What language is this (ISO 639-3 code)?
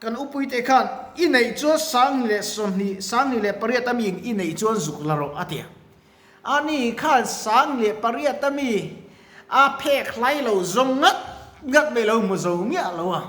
lus